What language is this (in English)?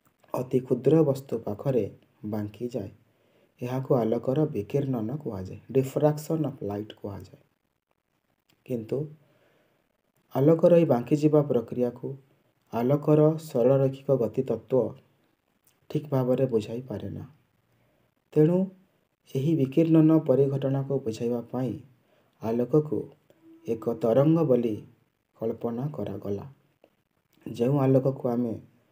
Odia